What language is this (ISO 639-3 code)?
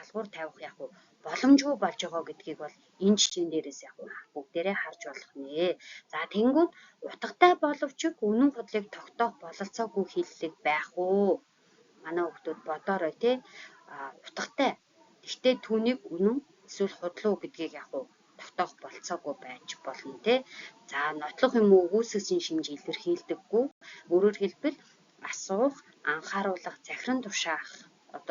mon